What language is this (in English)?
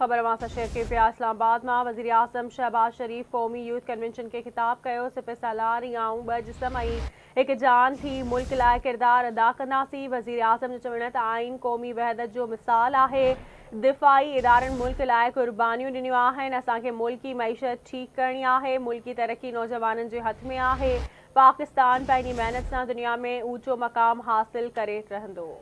Sindhi